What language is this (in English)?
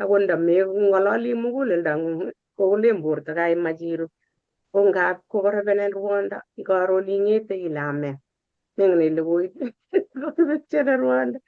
Kalenjin